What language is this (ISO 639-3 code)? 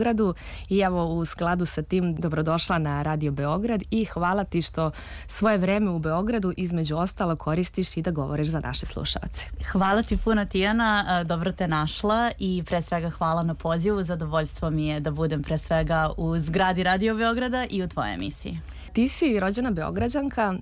srp